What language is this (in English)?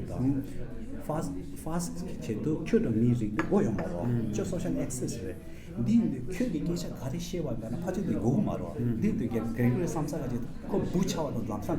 Tibetan